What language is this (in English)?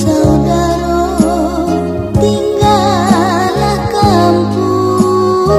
Minangkabau